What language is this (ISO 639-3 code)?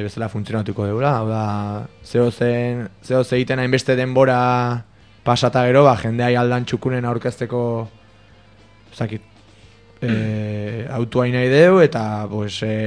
eus